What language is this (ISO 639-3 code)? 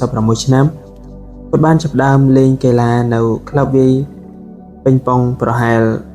khm